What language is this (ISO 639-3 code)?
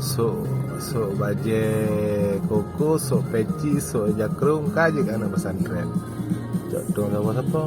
ace